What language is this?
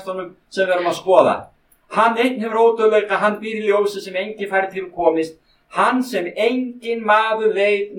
Icelandic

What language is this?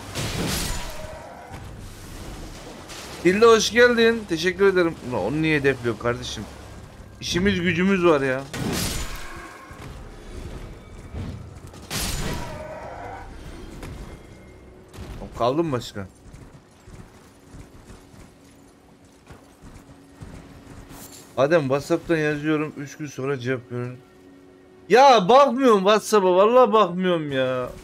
Turkish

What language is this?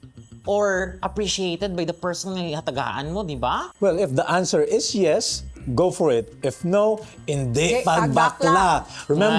Hiligaynon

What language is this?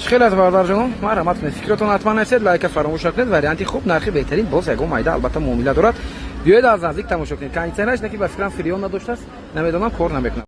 Tajik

